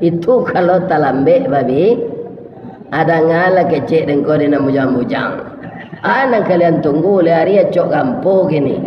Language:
Minangkabau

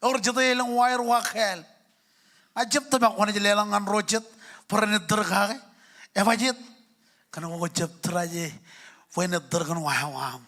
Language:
Marshallese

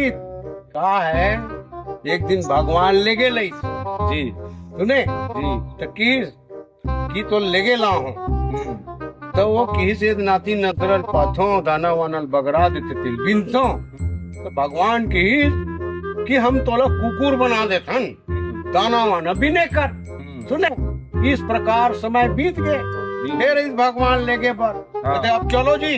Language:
Chhattisgarhi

